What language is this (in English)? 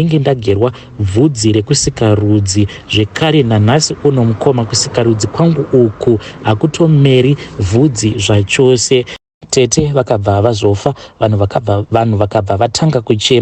Shona